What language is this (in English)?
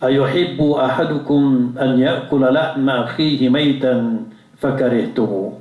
Maranao